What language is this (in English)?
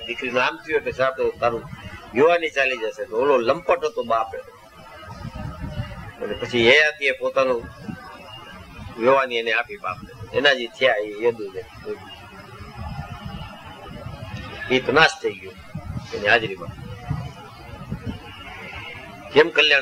Gujarati